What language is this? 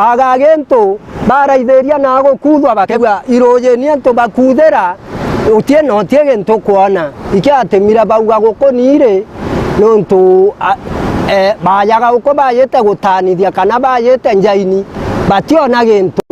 Meru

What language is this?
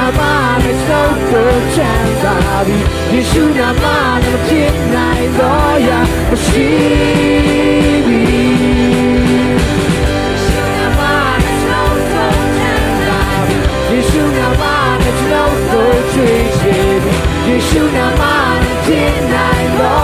Burmese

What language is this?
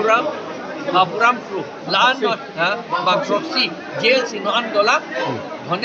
Karbi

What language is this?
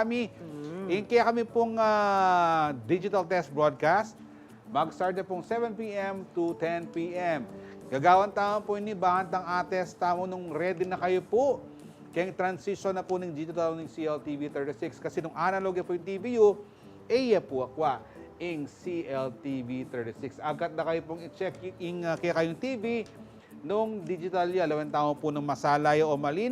Pampanga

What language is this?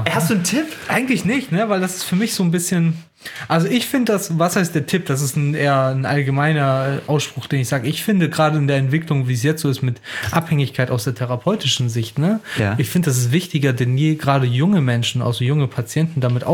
German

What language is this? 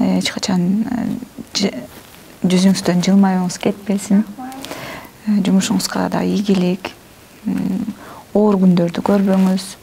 Kyrgyz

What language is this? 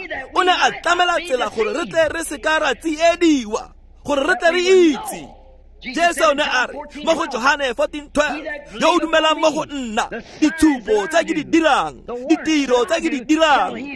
Tswana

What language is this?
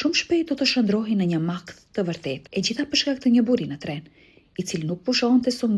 Albanian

